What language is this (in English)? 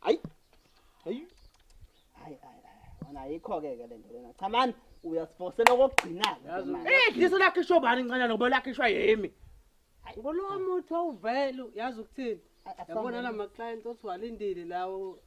Zulu